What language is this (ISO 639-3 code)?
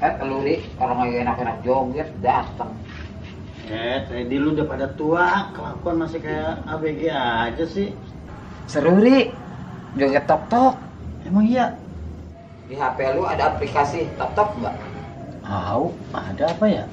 bew